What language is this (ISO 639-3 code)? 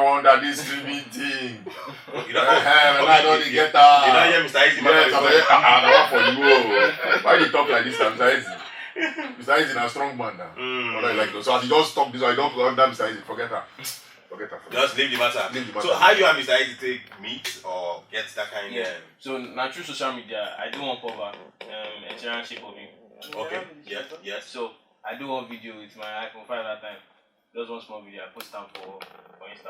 pcm